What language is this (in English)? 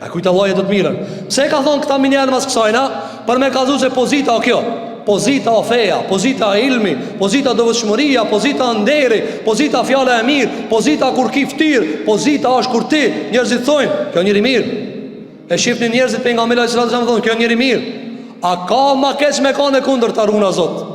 Albanian